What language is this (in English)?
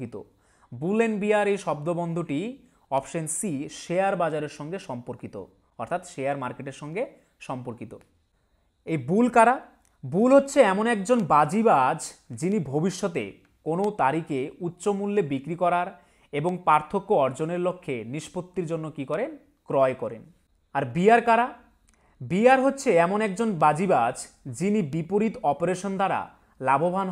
Bangla